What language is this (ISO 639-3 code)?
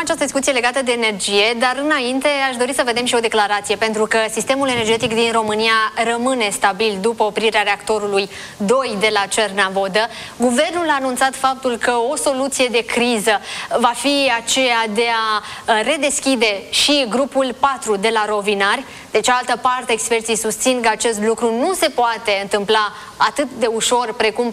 ron